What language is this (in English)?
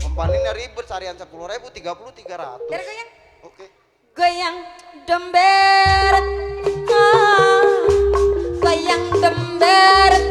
Betawi